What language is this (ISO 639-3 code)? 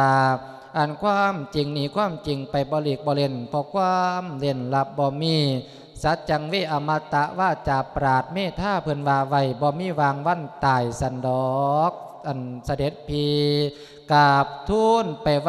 lao